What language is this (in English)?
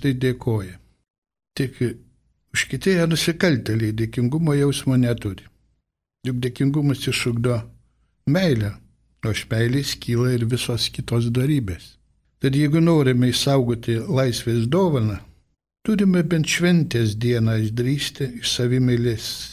Lithuanian